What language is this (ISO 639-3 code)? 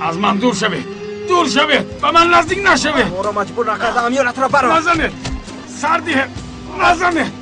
tgk